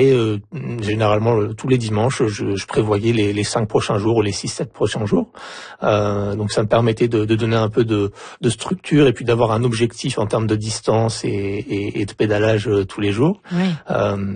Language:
French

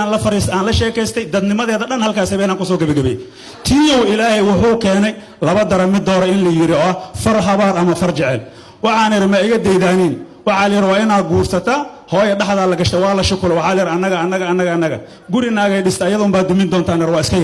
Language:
Somali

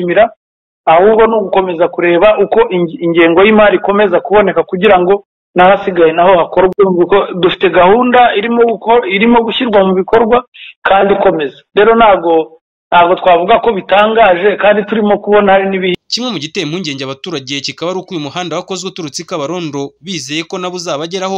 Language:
Kinyarwanda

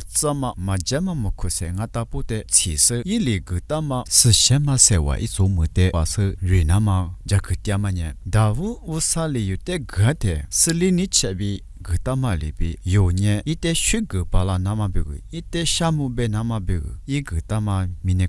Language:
Lisu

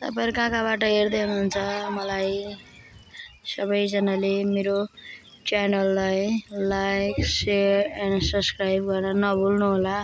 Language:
Nepali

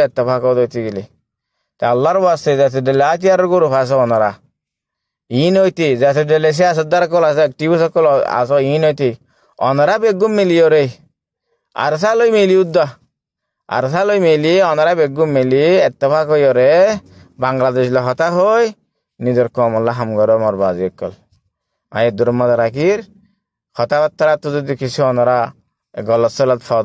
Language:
Rohingya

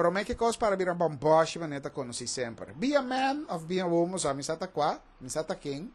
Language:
Papiamento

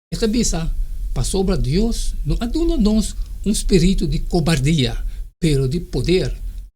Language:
Papiamento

